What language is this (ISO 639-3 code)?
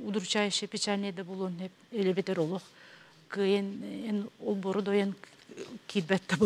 sah